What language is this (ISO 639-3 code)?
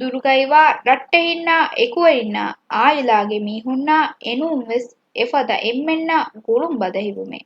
div